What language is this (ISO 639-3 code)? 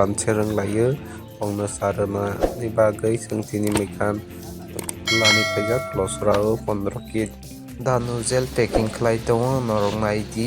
trp